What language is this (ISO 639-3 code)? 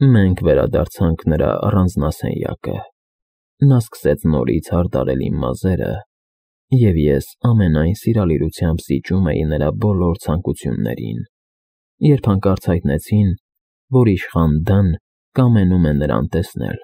hye